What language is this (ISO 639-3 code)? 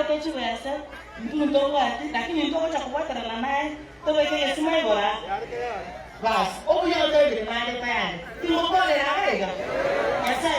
guz